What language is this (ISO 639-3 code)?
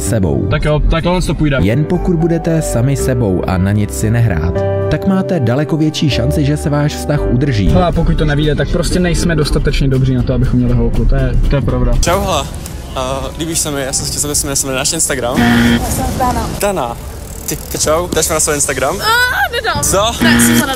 ces